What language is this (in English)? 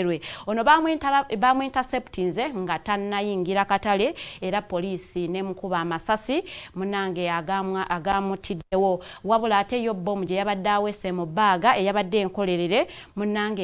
Ganda